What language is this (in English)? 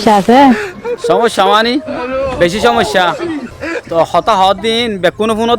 Rohingya